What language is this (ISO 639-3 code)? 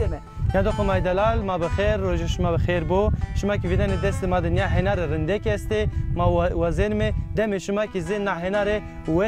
zza